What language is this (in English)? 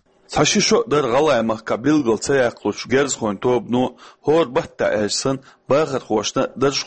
Chechen